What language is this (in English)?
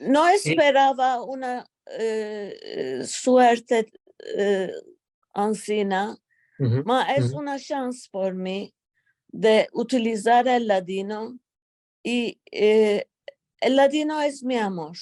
Ladino